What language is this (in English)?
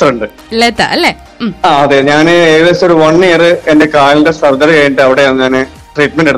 Malayalam